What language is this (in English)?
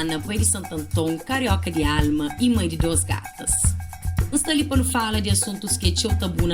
Kabuverdianu